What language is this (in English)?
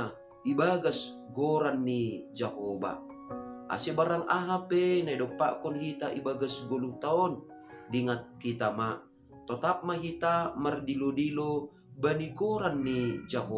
Batak Simalungun